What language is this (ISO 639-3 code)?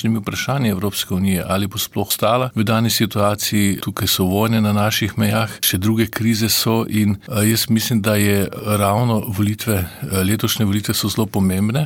slv